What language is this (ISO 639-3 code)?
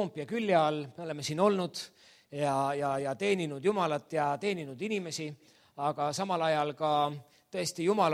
est